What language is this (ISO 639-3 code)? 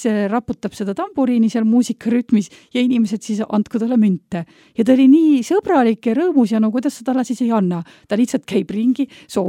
est